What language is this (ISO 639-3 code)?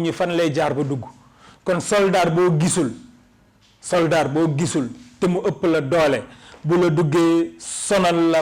wol